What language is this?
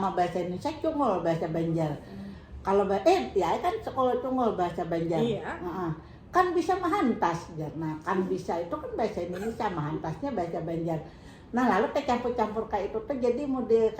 Banjar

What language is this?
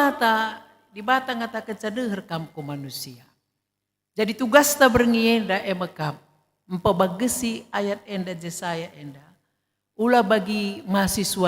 Batak Karo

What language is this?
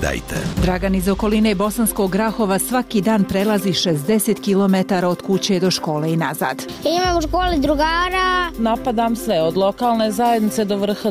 Croatian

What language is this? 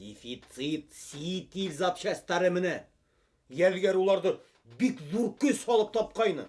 Bashkir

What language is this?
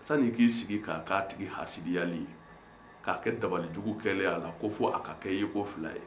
Bambara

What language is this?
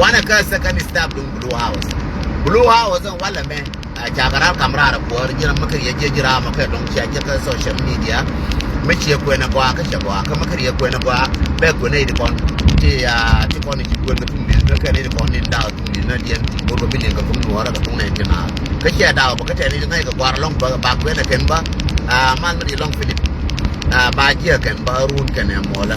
Nuer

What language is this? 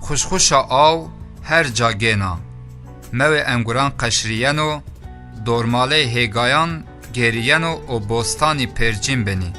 Zaza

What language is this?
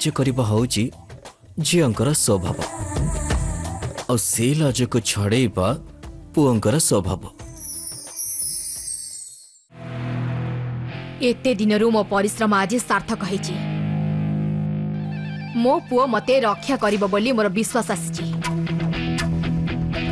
Odia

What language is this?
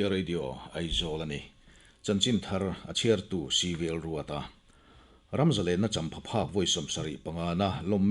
Mizo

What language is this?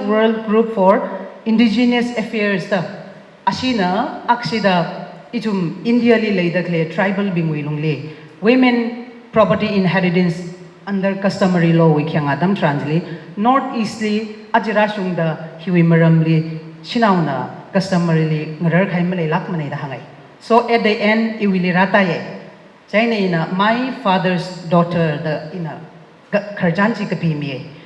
Tangkhul Naga (India)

